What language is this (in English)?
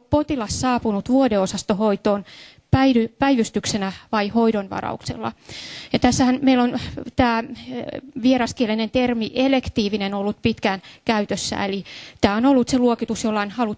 Finnish